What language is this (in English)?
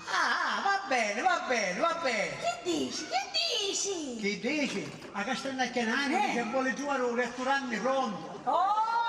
Sicilian